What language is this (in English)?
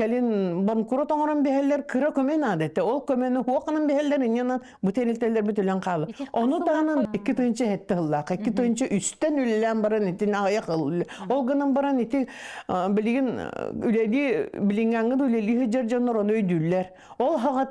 Yakut